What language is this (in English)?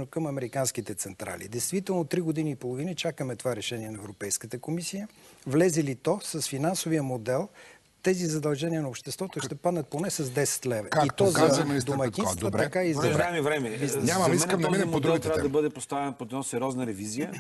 Bulgarian